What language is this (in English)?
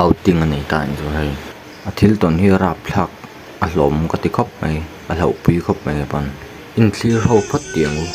Mizo